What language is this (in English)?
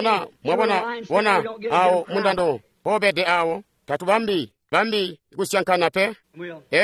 Tonga (Zambia)